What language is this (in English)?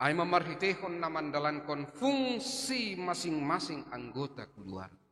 Batak Simalungun